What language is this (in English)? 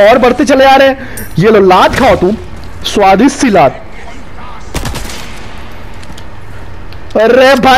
Hindi